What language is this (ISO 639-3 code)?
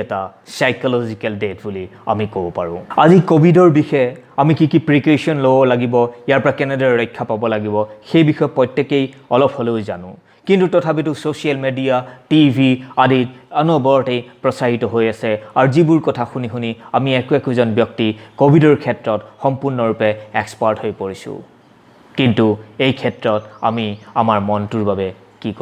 asm